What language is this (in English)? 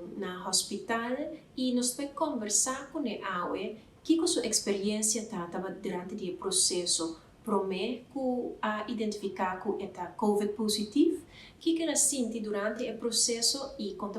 Papiamento